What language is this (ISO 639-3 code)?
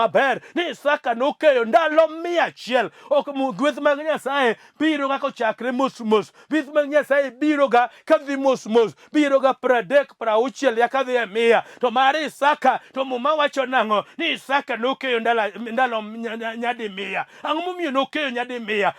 luo